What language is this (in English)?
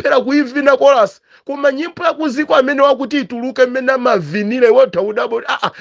Nyanja